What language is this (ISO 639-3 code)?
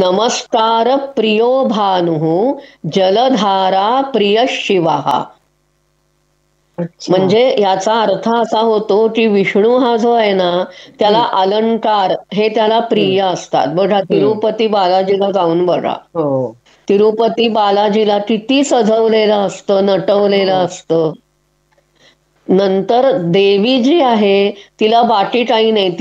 mar